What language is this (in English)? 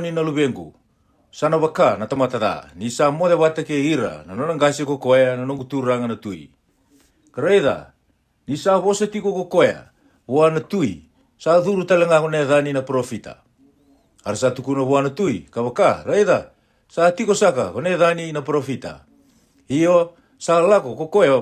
Fijian